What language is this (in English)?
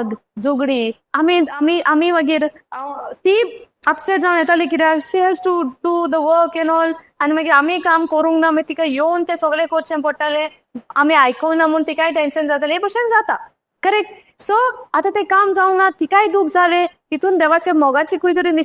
Konkani